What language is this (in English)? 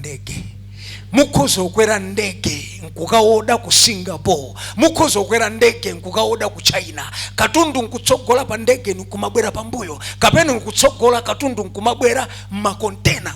Nyanja